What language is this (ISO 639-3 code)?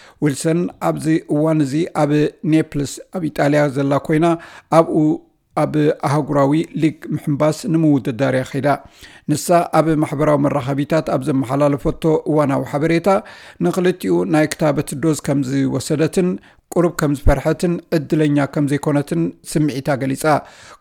tir